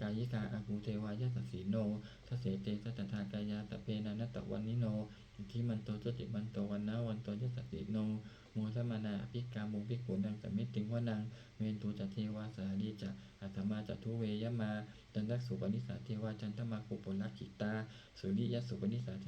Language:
Pali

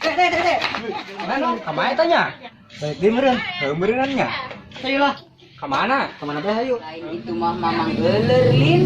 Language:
Sundanese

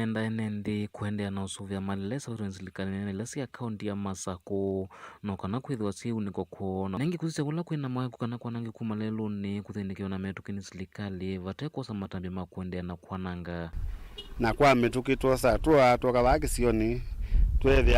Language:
Kamba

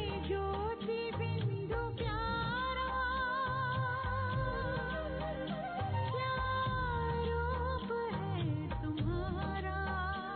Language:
Hindi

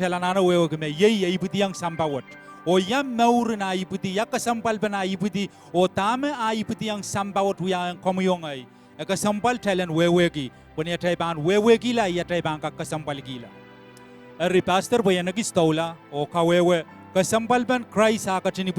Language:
Pohnpeian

